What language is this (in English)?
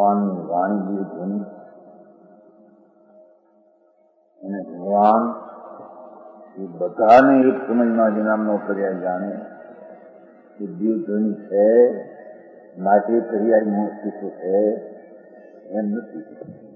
Gujarati